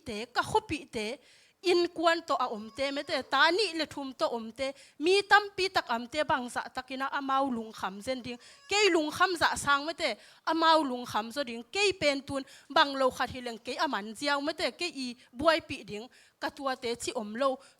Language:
Tedim Chin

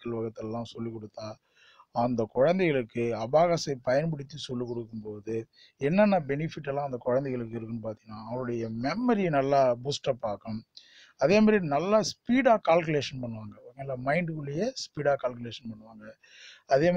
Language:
Tamil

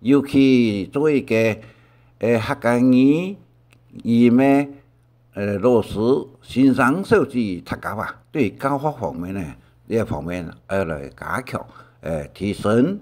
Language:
Hakka Chinese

